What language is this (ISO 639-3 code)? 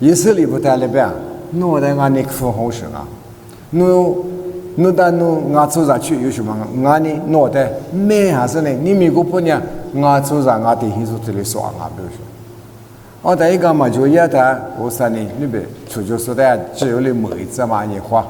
lis